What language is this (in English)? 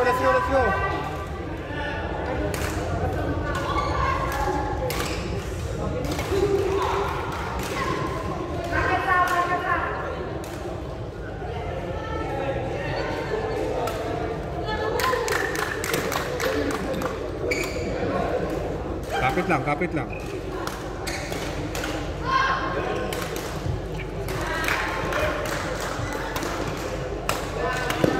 Filipino